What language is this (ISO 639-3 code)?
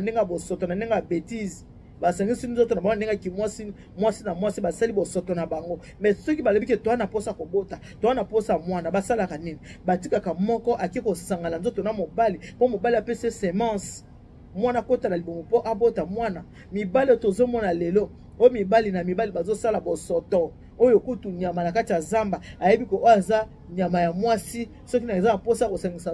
lin